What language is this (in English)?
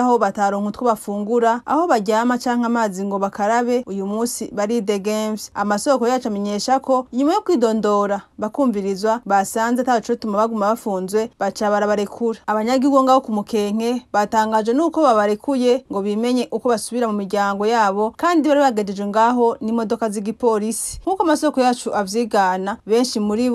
Rundi